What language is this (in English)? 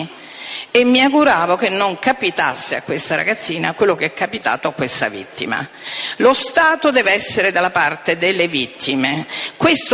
Italian